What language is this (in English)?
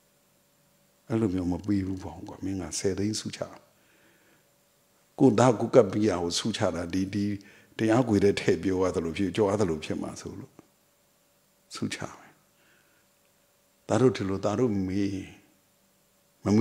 Burmese